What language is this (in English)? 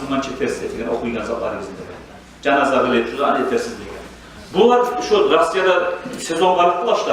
Kumyk